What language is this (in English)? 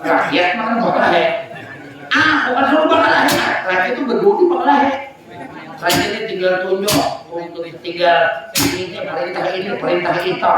Banjar